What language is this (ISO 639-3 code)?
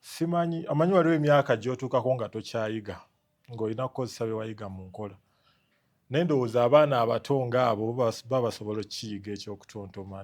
lug